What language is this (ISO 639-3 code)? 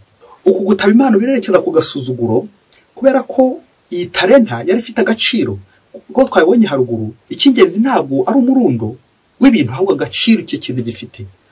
kin